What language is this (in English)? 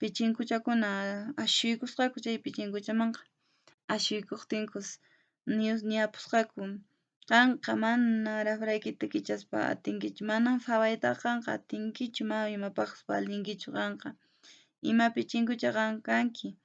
Quechua